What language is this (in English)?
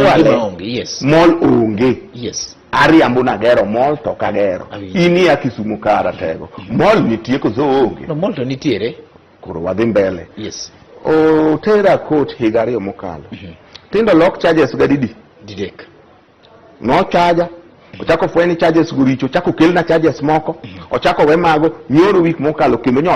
Luo (Kenya and Tanzania)